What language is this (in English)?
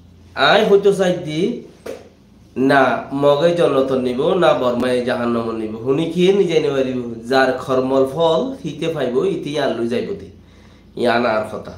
Rohingya